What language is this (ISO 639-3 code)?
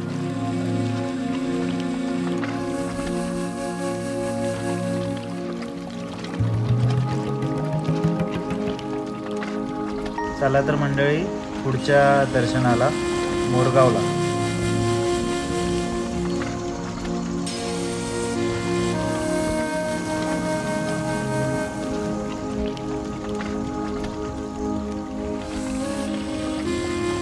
mar